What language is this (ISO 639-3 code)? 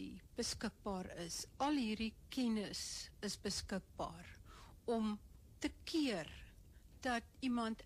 afr